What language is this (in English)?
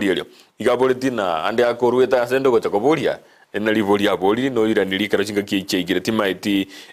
Gusii